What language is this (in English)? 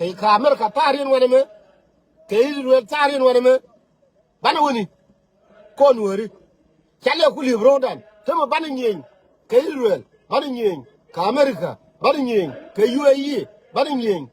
Nuer